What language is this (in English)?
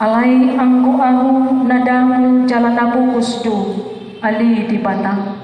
Batak Toba